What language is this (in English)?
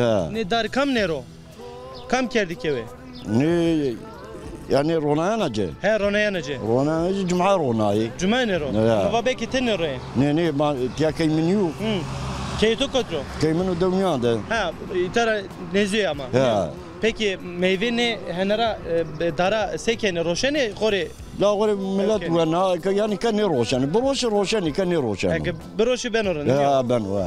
Zaza